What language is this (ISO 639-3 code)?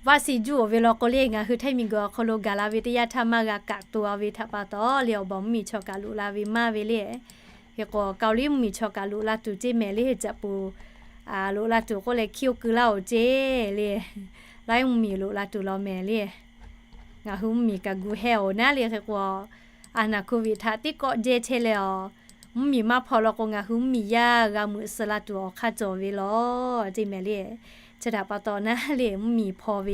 lhu